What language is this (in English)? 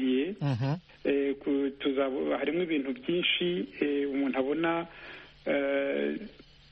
Kinyarwanda